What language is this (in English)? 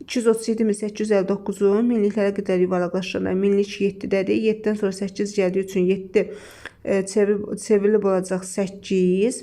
Azerbaijani